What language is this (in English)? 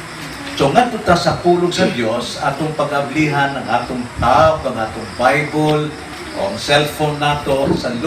Cebuano